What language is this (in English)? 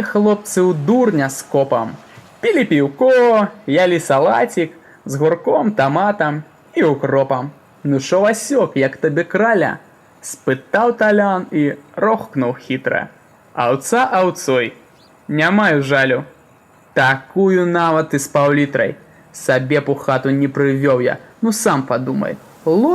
Belarusian